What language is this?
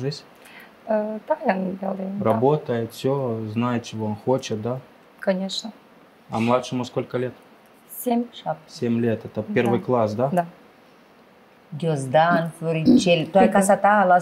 Romanian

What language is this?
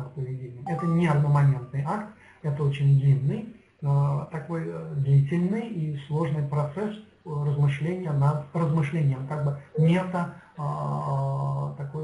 Russian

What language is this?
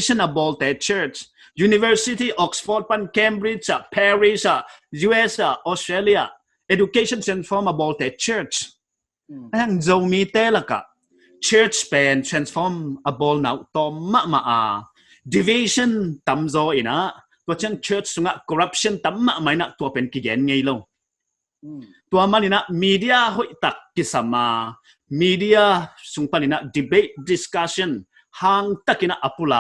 Paite Chin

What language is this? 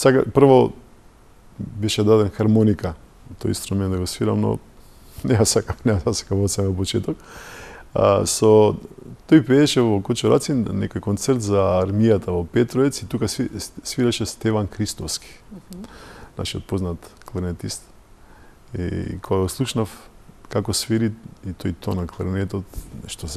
Macedonian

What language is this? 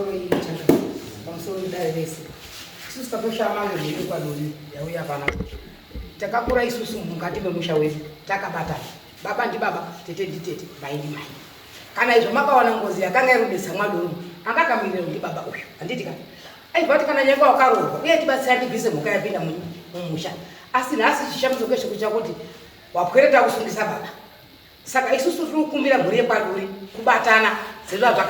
Shona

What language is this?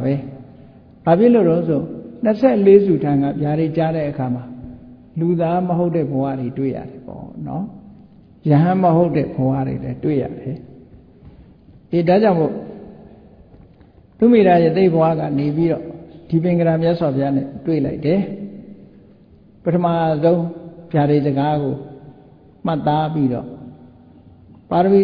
Burmese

